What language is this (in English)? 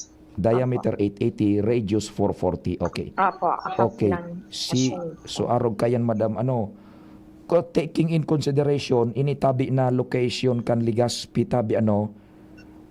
Bikol